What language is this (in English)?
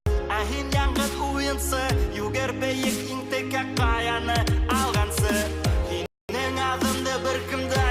Bashkir